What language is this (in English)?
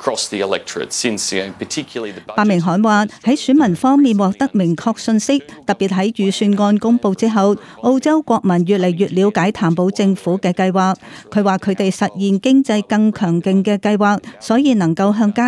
Cantonese